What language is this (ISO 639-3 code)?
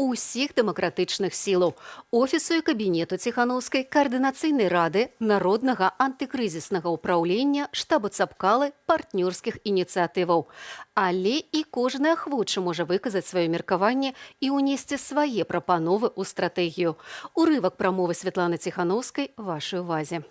bel